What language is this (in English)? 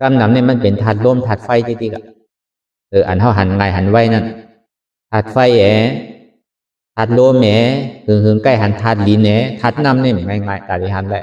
Shan